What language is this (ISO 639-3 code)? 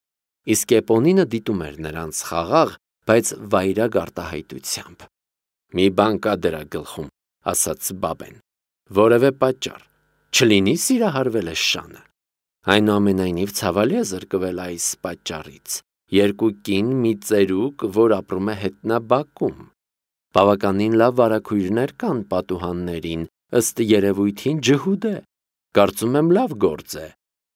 hye